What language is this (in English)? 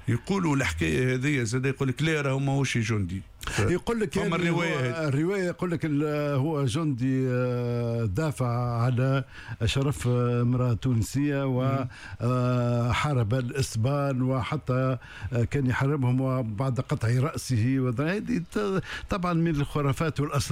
Tunisian Arabic